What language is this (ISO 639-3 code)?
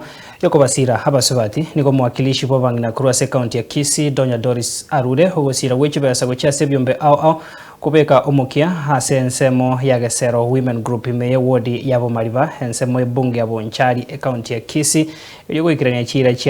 guz